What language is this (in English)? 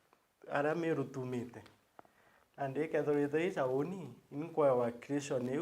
Meru